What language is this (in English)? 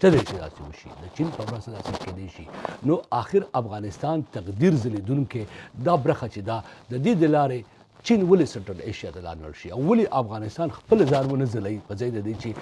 Pashto